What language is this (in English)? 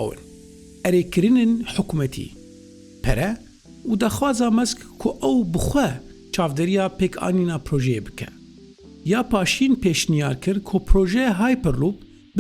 Kurdish